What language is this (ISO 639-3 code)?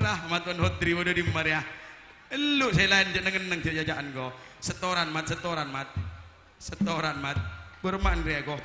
mad